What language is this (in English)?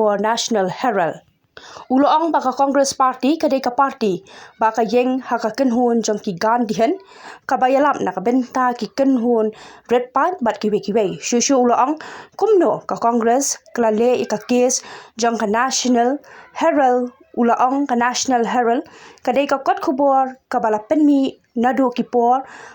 Khasi